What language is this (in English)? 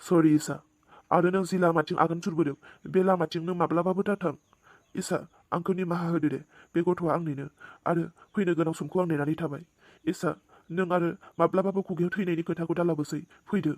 Bodo